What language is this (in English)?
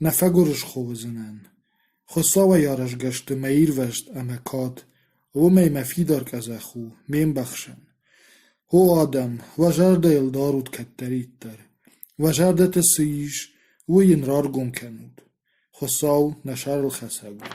Ossetic